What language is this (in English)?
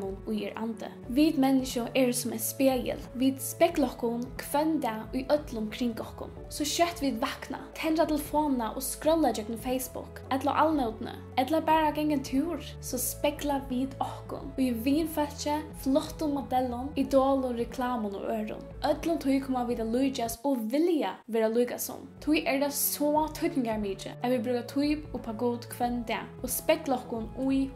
Faroese